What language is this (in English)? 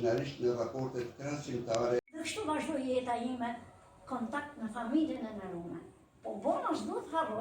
Albanian